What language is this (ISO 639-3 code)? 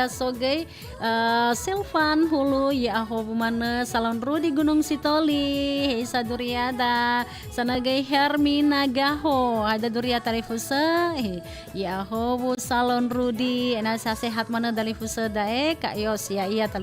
nia